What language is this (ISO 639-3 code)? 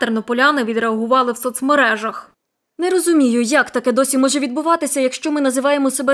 ukr